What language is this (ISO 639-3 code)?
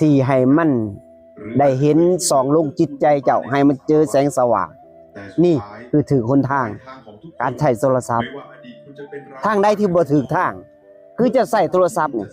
lao